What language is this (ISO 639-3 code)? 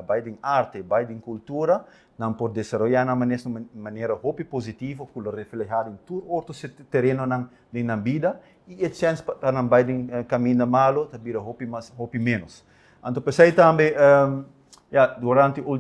pap